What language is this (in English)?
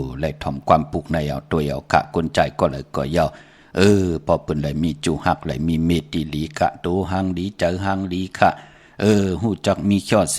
Shan